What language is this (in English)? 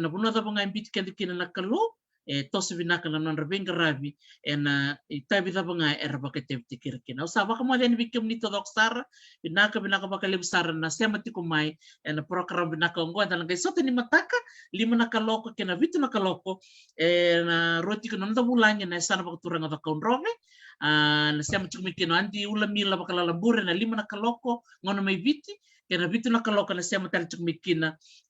Fijian